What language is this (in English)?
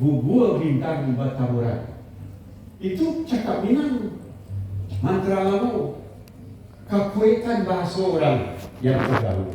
Minangkabau